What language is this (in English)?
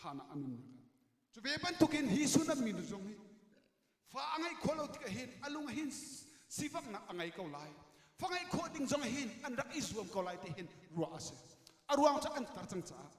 Hakha Chin